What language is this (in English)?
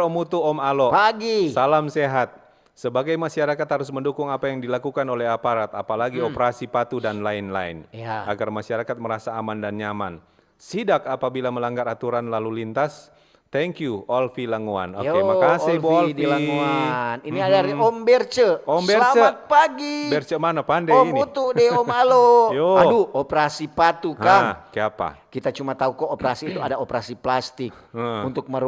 Manado Malay